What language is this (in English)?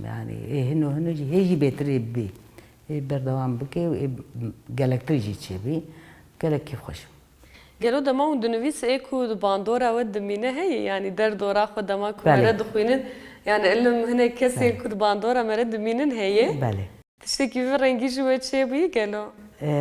Kurdish